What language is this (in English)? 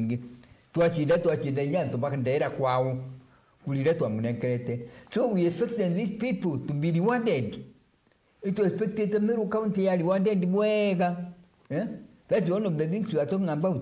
Meru